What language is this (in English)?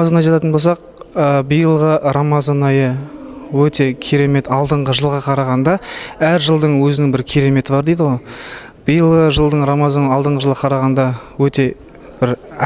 Kazakh